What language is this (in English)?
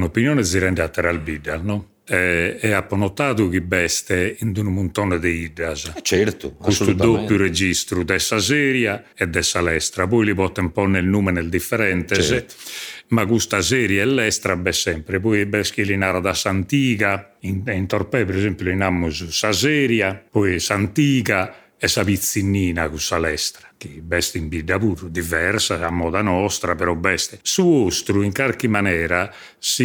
Sardinian